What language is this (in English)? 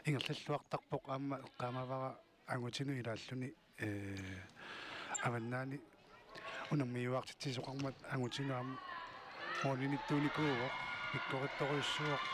Kalaallisut